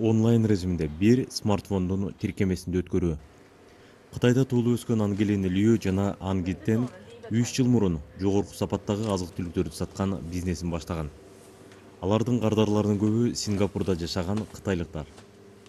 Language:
Kyrgyz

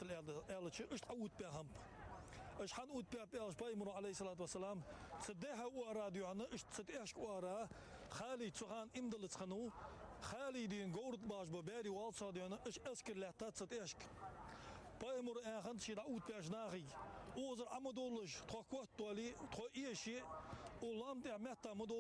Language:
Ingush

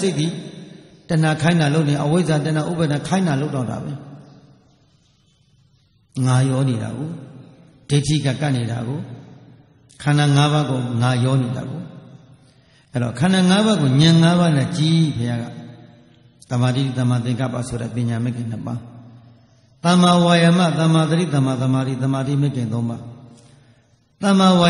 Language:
Burmese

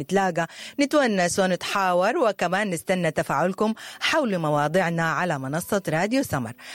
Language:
Sudanese Arabic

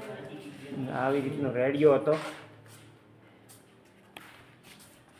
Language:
Gujarati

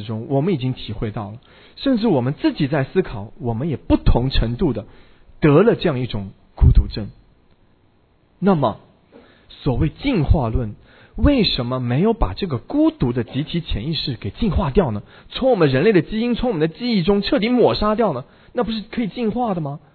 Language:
Chinese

